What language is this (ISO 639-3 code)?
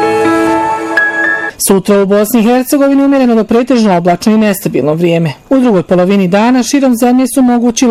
bos